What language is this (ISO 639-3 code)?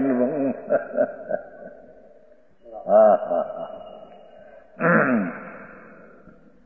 guj